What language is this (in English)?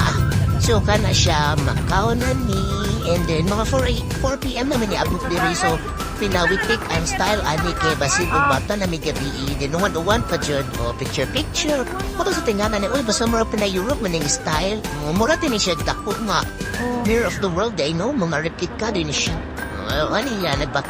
Cebuano